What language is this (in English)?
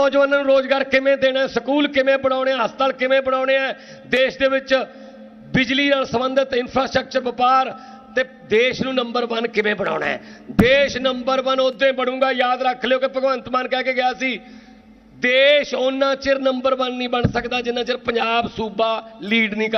Punjabi